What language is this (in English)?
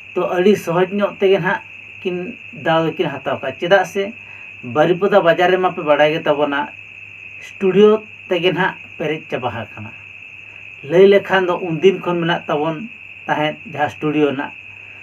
Santali